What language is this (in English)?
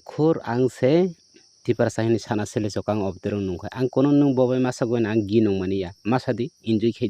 Kok Borok